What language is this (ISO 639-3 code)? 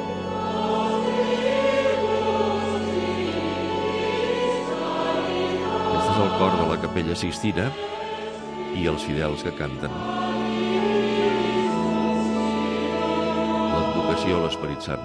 cat